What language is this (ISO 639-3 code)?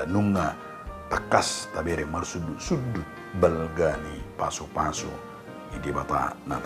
bbc